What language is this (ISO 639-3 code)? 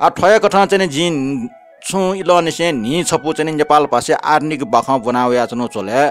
new